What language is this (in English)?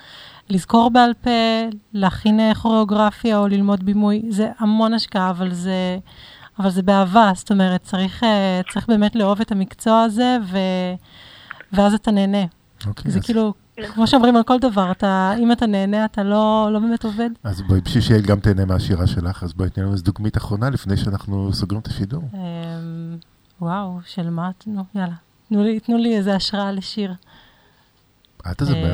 Hebrew